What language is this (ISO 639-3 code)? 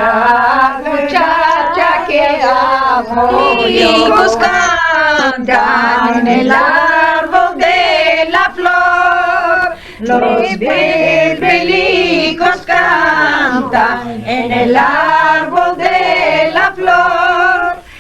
lad